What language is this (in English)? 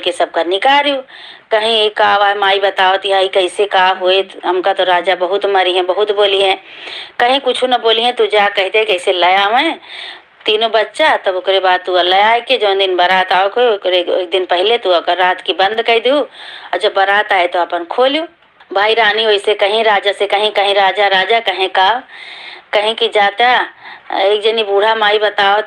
Awadhi